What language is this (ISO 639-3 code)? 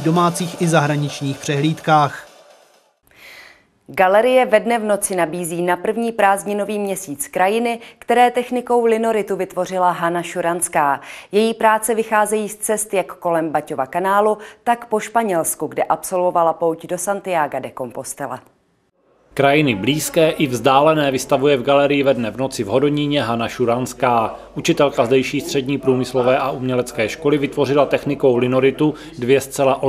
ces